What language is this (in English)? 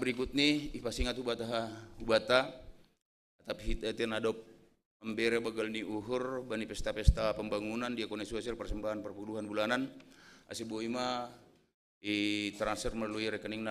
Batak Simalungun